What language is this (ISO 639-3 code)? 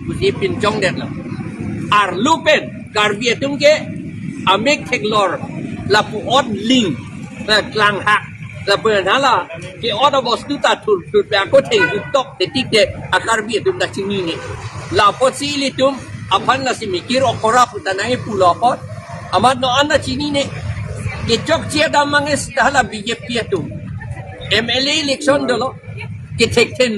mjw